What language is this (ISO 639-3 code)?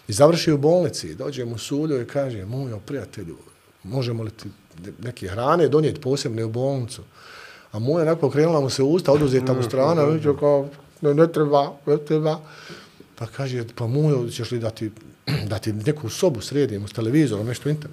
bos